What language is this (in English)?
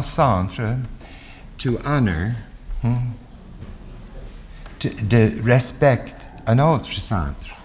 French